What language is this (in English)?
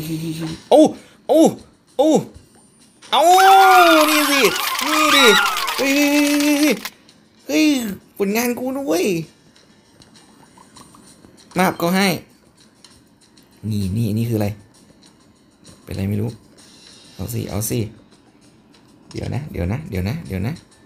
Thai